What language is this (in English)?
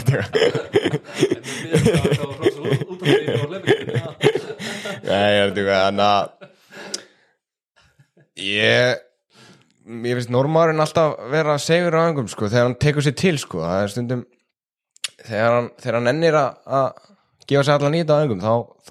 Icelandic